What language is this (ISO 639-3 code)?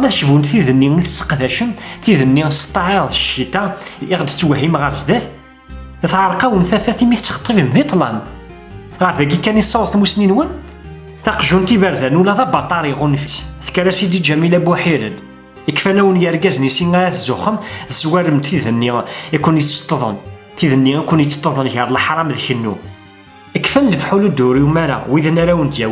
kab